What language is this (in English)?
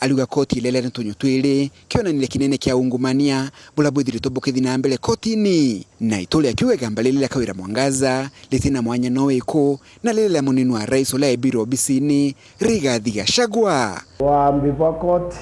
Meru